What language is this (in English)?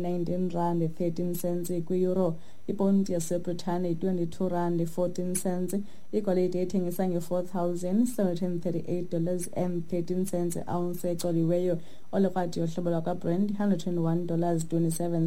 Xhosa